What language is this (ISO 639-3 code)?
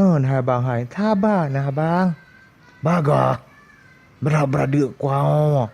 ace